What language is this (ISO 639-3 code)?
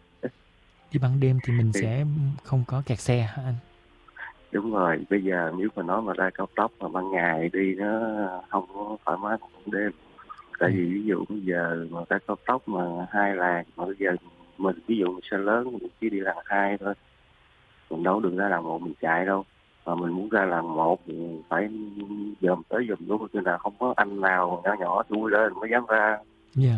vie